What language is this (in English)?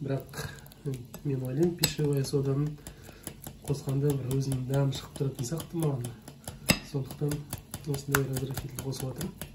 Kazakh